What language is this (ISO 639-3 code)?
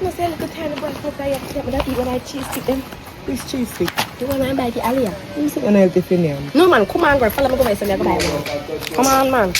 jam